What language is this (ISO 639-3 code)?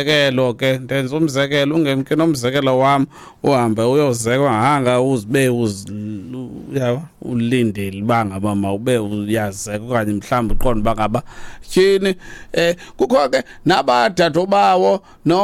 xho